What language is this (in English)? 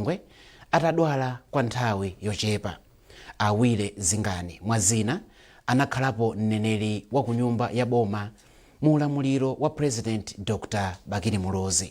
Nyanja